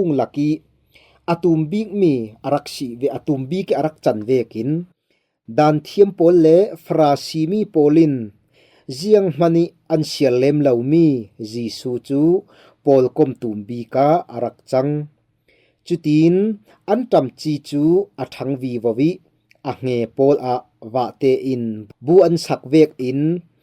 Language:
Falam Chin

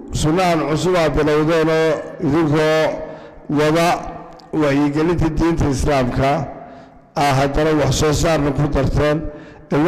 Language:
Somali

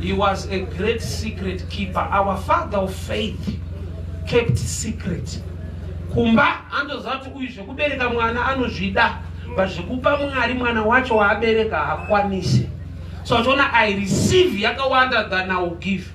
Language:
Shona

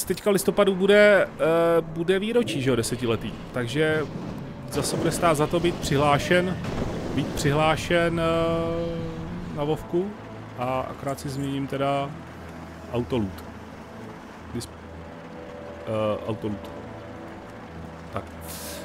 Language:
Czech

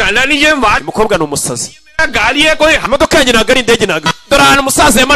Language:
Kinyarwanda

